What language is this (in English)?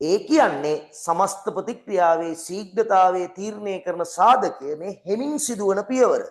Sinhala